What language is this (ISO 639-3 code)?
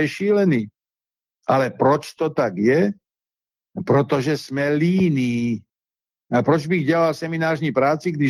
ces